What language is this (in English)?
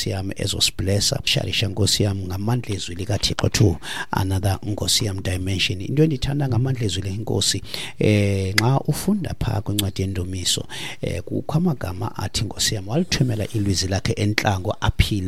Xhosa